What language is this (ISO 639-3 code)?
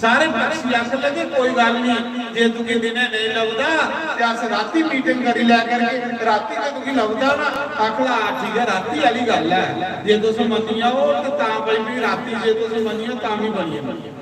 doi